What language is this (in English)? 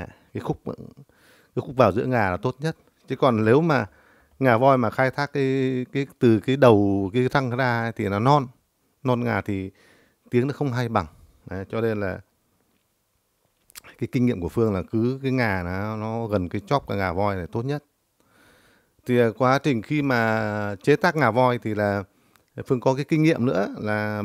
Vietnamese